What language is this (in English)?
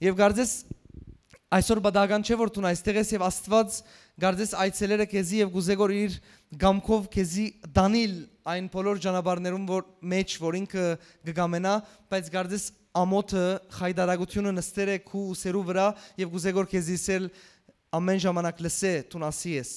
Western Armenian